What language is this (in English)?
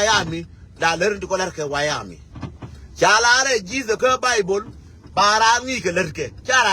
Nuer